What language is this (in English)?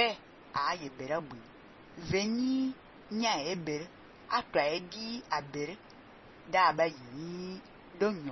Fang